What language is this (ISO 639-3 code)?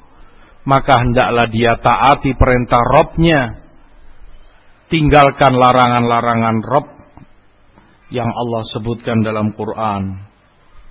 ind